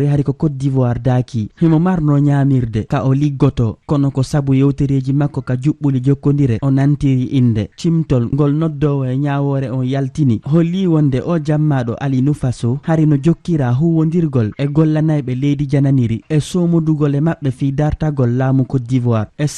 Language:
Fula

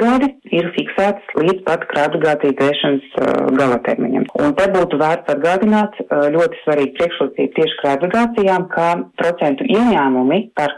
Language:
Latvian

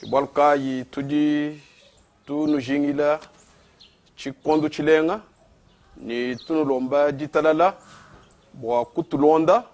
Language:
Luba-Lulua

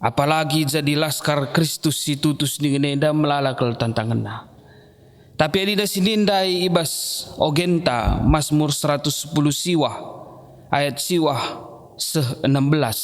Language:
Batak Karo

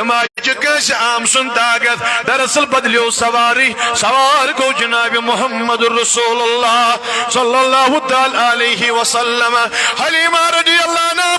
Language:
Kashmiri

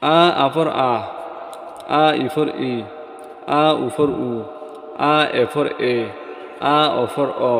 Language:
Rohingya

